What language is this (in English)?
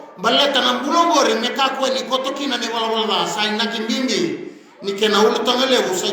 Fijian